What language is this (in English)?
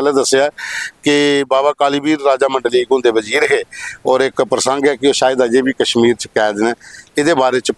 Dogri